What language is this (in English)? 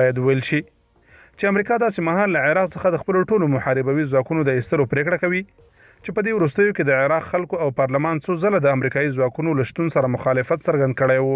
Pashto